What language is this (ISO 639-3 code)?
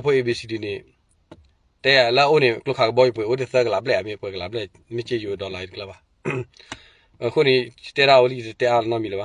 ksw